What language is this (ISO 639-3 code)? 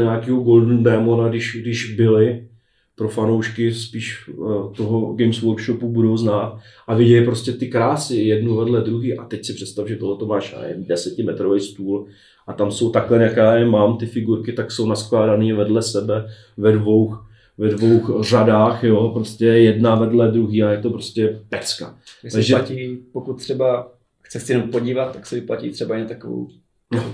ces